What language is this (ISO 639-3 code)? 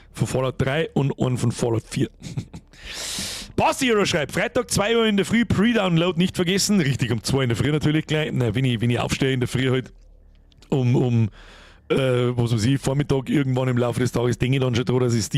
bar